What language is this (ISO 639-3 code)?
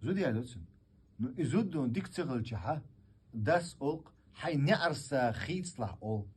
che